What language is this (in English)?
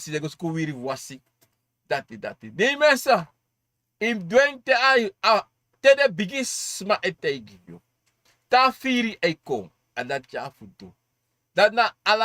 Sranan Tongo